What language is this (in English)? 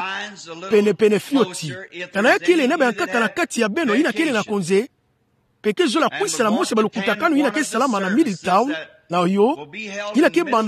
Kituba (Democratic Republic of Congo)